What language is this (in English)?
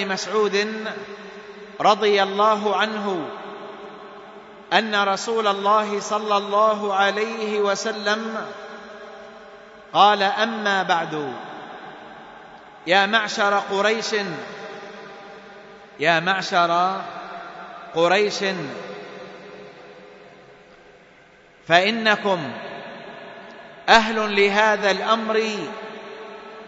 Arabic